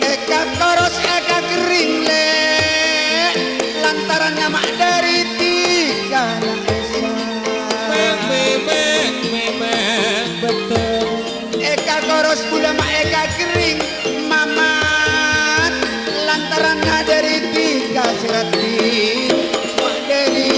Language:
Madurese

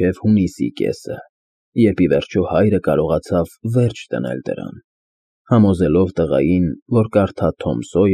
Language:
Armenian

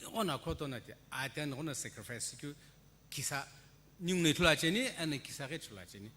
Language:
Sumi Naga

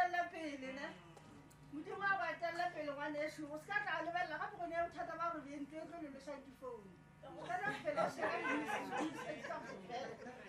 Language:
Northern Sotho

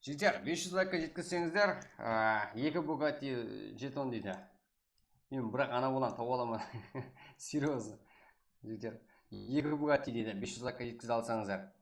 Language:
Kara-Kalpak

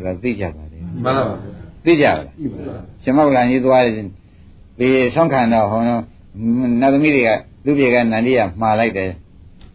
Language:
Burmese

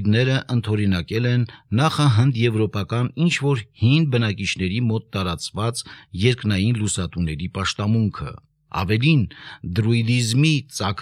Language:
Armenian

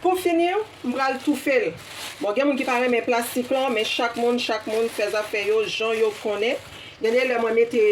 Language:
Haitian Creole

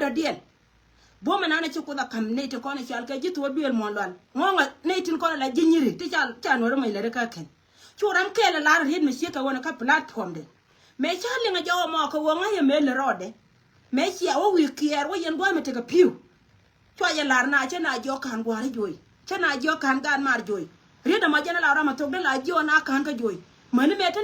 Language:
Nuer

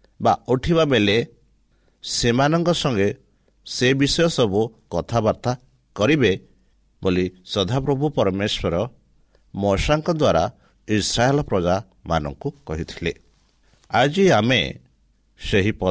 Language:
Odia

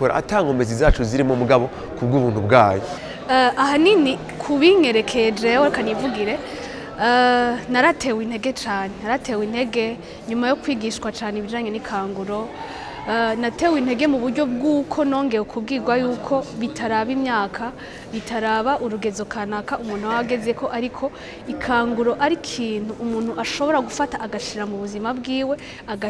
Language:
Rundi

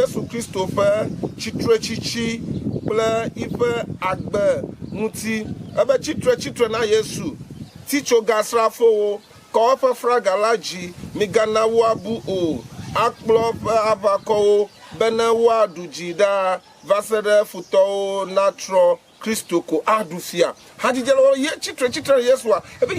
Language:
Ewe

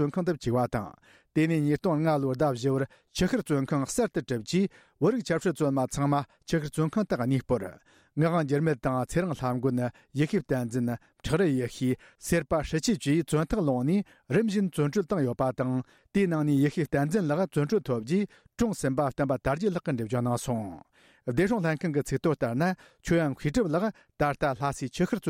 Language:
Tibetan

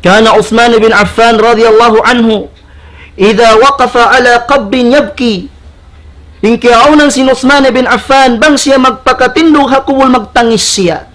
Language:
Tausug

